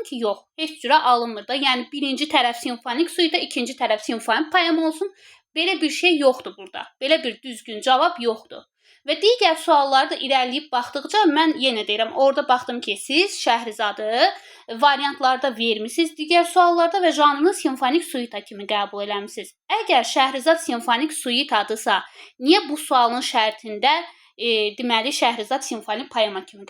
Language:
Azerbaijani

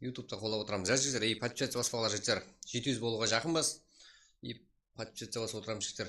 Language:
Kara-Kalpak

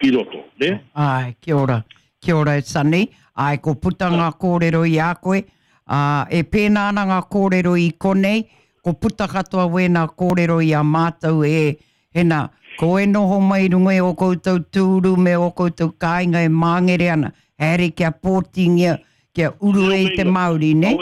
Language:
Māori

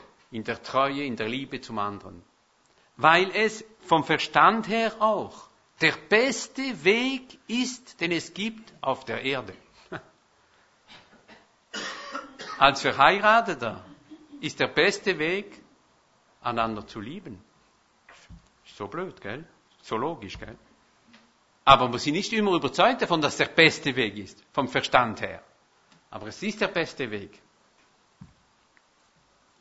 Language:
German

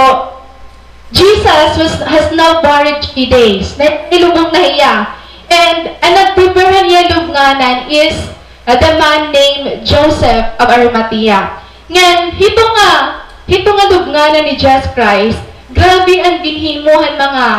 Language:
Waray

